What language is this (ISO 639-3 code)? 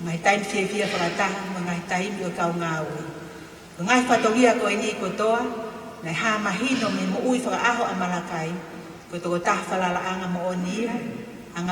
ton